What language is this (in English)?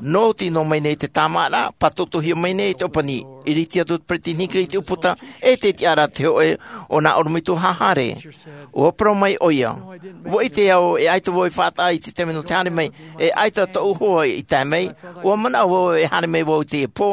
Tahitian